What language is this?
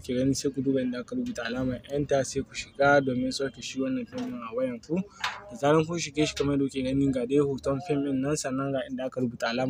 Hausa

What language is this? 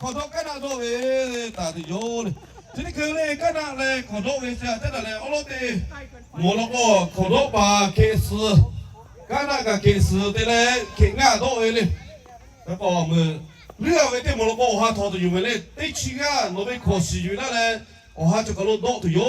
Lahu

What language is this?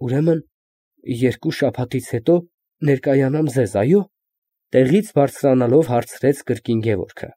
Armenian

